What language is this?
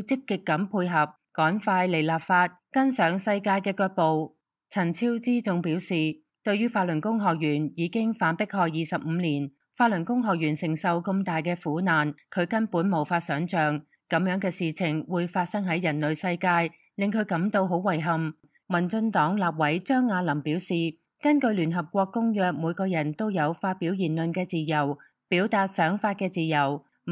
Cantonese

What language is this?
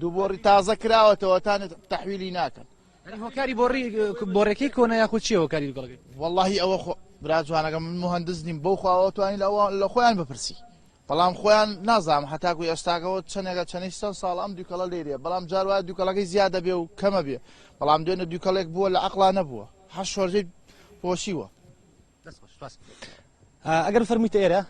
Central Kurdish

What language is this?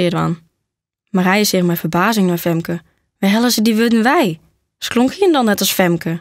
Western Frisian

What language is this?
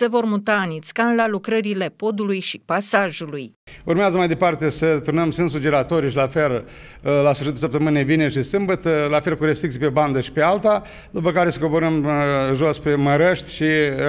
Romanian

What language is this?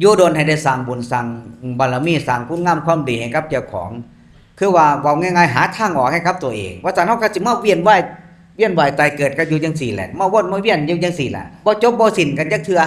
Northeastern Thai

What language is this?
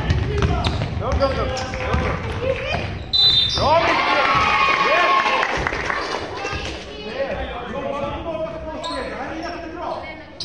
Swedish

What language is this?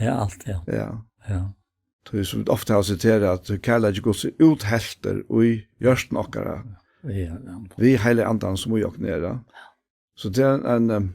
Faroese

